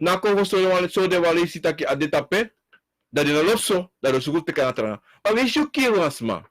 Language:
Sranan Tongo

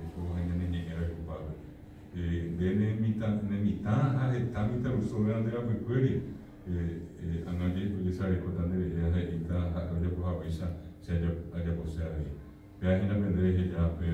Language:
Guarani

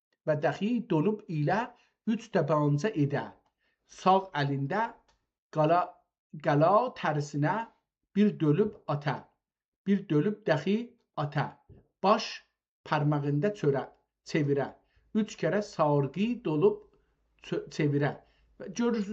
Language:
South Azerbaijani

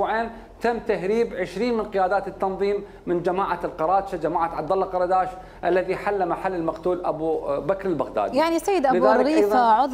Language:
Mesopotamian Arabic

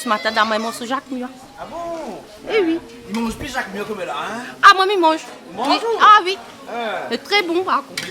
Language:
Réunion Creole French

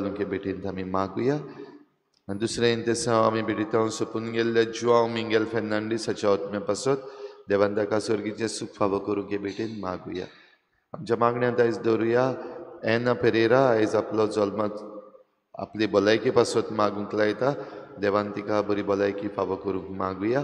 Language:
Konkani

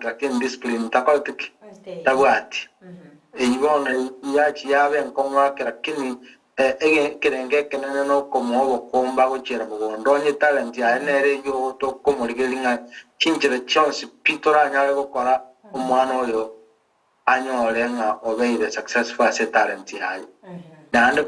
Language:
Gusii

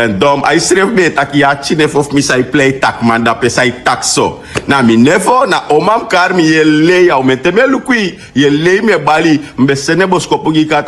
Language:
Sranan Tongo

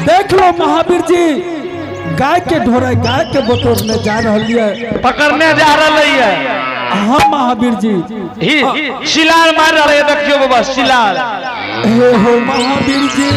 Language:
Angika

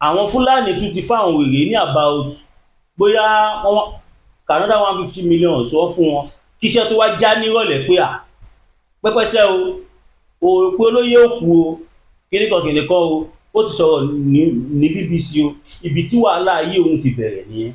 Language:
Yoruba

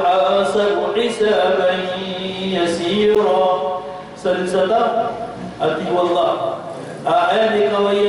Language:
Maranao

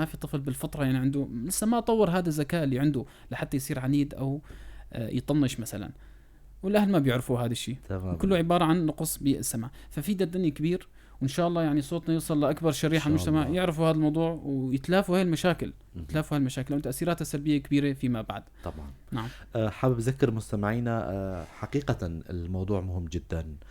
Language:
North Levantine Arabic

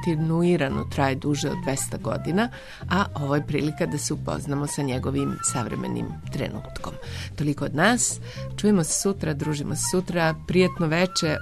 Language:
Serbian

